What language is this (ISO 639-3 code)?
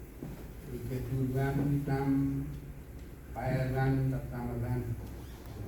cmo